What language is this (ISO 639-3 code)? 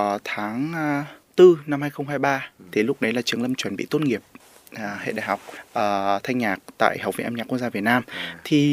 vie